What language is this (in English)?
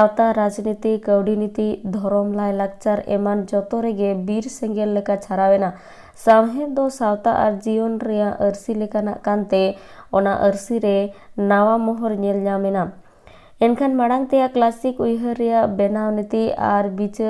Santali